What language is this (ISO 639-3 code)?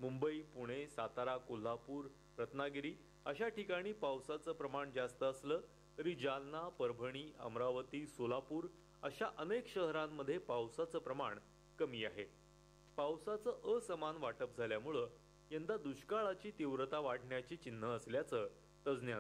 mar